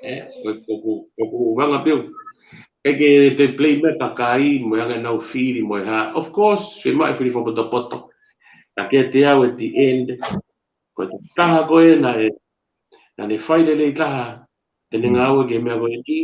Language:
Tongan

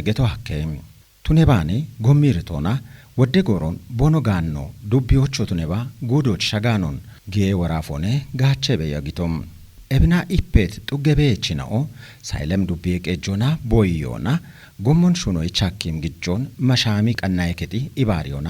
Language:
Kafa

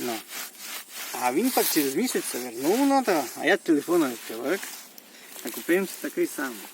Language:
Rusyn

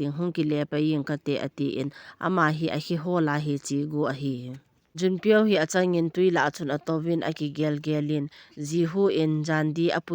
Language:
Thado Chin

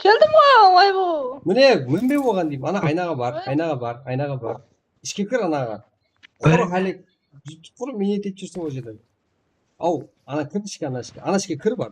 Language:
Kara-Kalpak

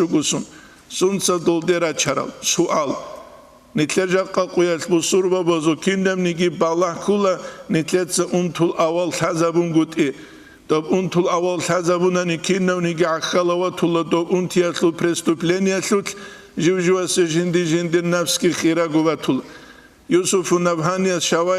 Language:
Avaric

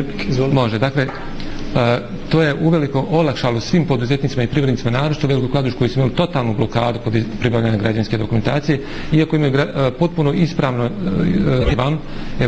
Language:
Bosnian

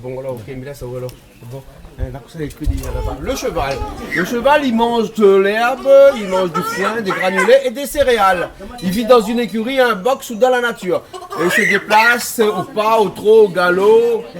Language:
Réunion Creole French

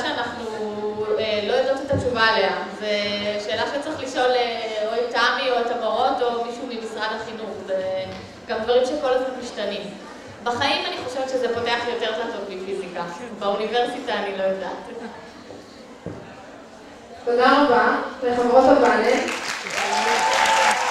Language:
Hebrew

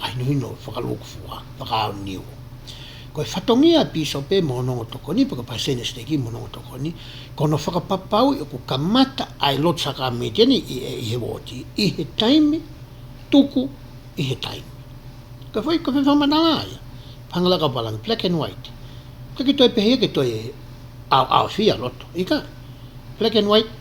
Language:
Tongan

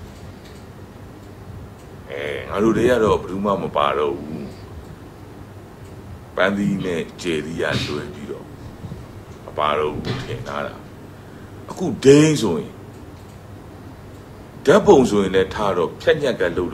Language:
Burmese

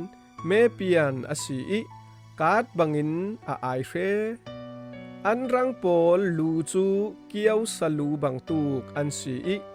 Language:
Falam Chin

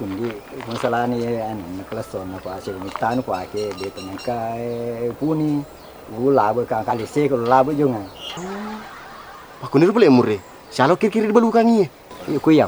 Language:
Buginese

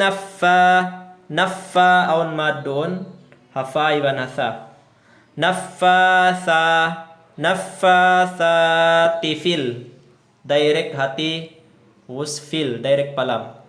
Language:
Tausug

